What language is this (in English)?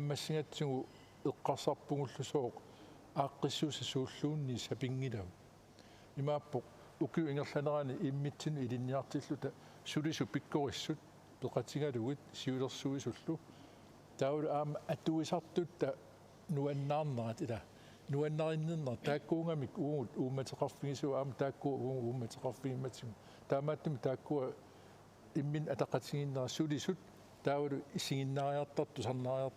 Kalaallisut